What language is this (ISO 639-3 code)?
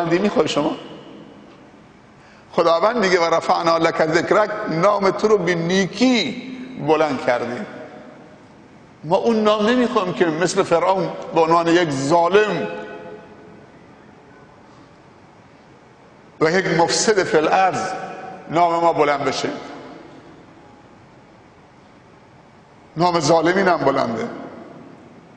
fas